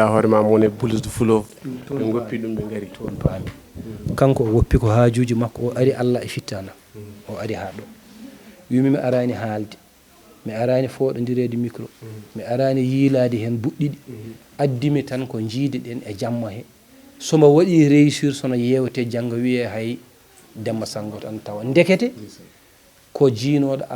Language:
Fula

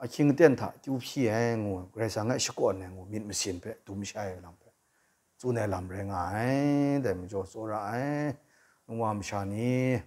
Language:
Kachin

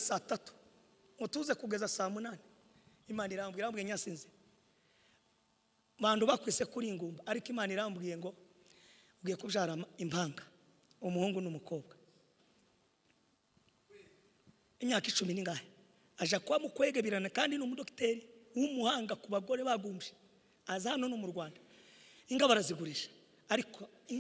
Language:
Kinyarwanda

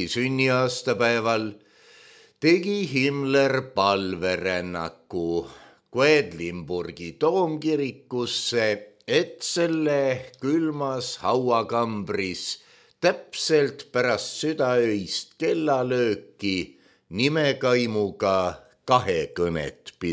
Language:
Estonian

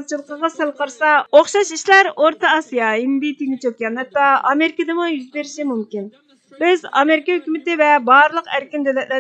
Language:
Uyghur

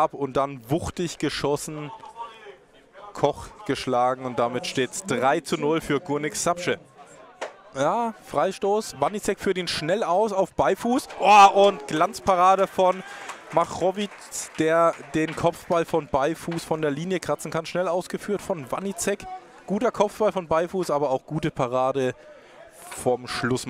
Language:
German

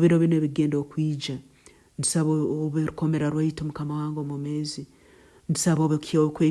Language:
Nyoro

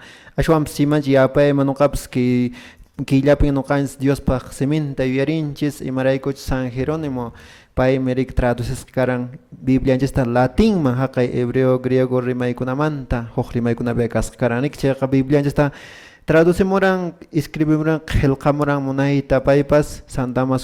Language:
Quechua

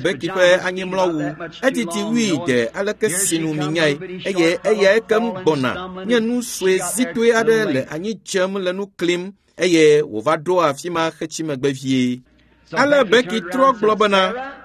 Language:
Ewe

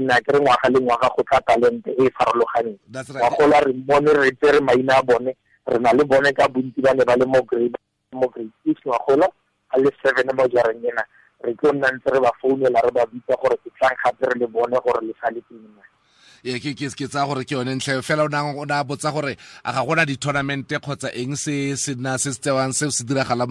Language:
Tswana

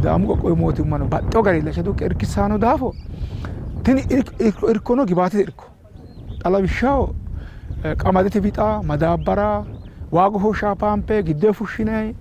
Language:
Sidamo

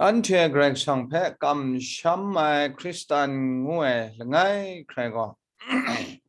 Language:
Kachin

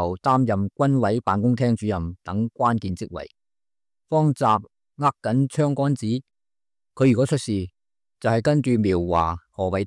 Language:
Cantonese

